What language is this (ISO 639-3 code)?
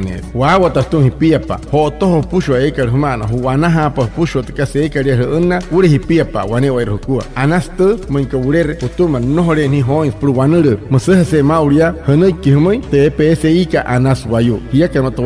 guc